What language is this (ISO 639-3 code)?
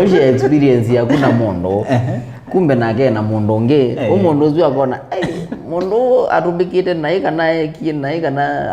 kam